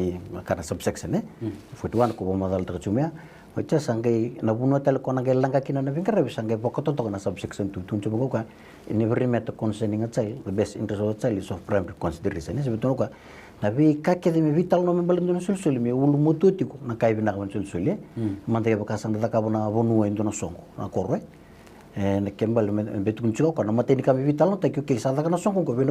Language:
Fijian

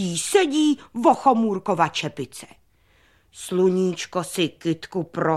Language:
Czech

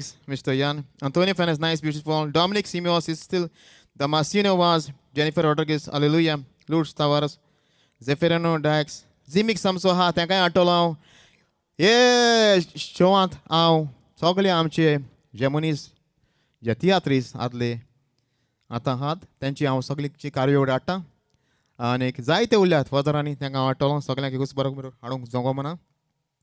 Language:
Konkani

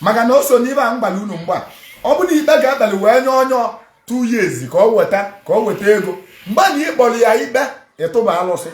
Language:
Igbo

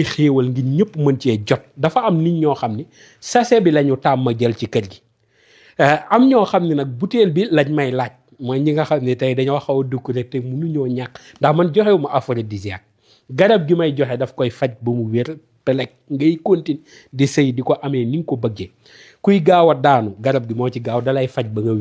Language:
Wolof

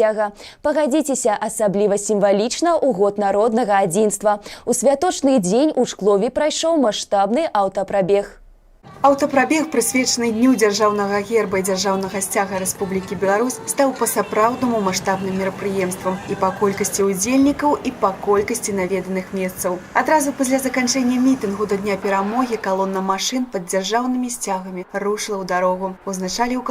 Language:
Belarusian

